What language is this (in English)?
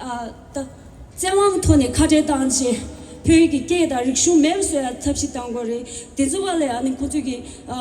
Tibetan